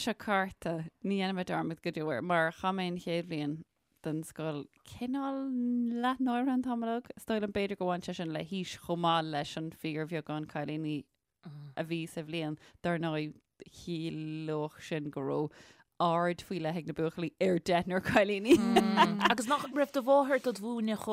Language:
Irish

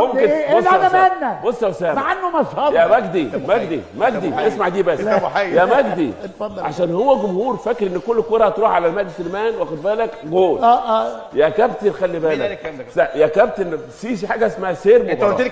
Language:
Egyptian Arabic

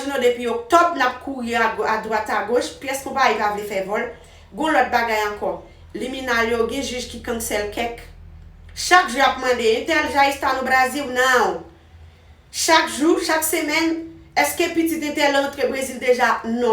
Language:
Haitian Creole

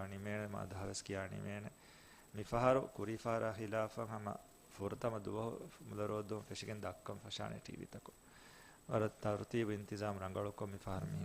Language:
Divehi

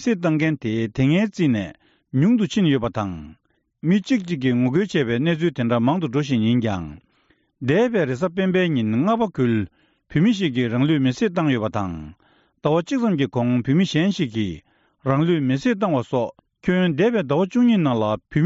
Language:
Tibetan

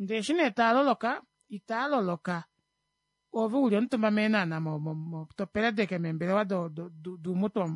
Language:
Kuanyama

